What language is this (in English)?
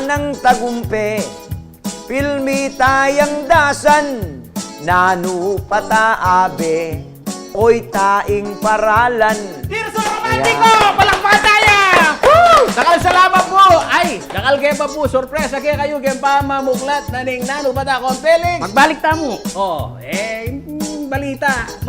Pampanga